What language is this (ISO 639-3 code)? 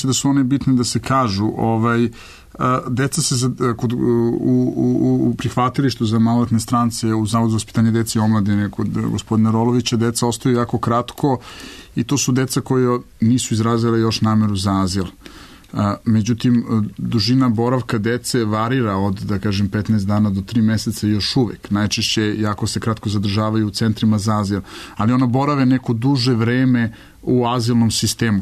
srp